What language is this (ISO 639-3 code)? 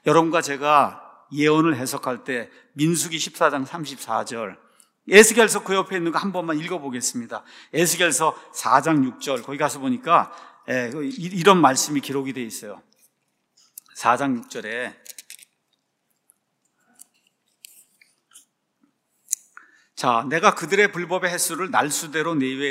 kor